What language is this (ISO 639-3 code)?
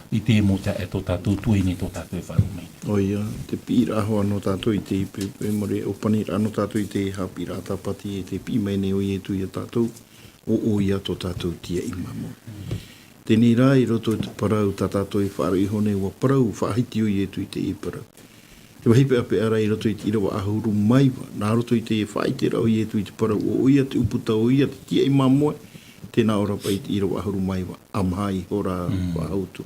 tah